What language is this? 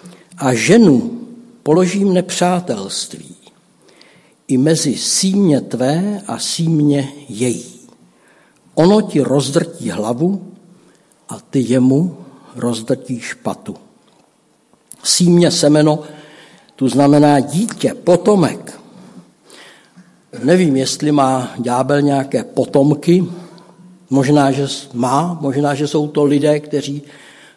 Czech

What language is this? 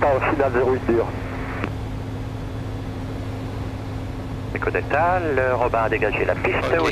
French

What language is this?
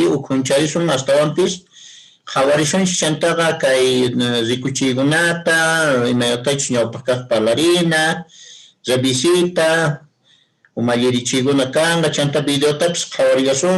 Quechua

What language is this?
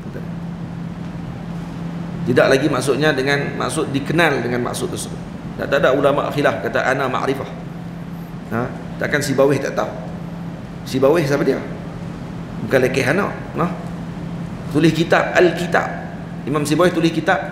Malay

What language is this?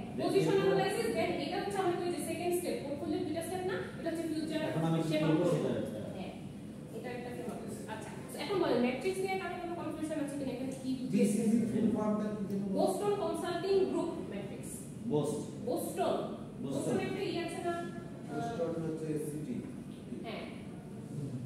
Bangla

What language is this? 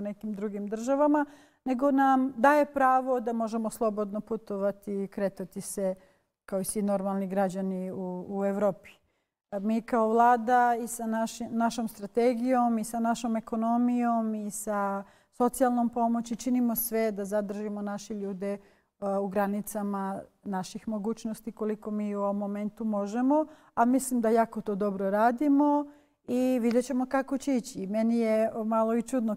Bosnian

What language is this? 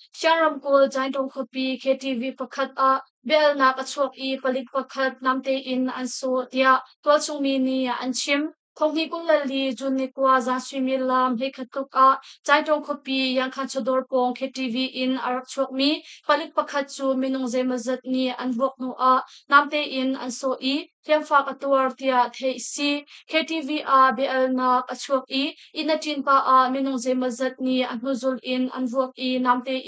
Hakha Chin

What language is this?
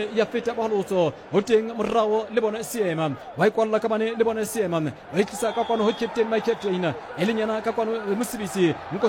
Southern Sotho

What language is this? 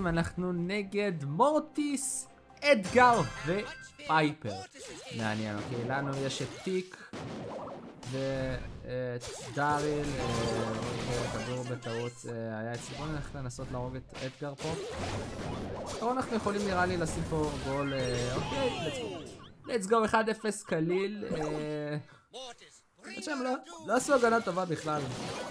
Hebrew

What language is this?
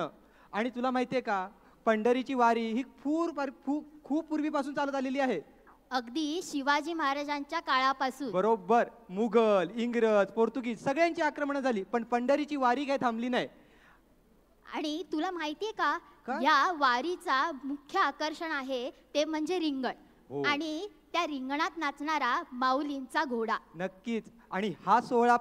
Marathi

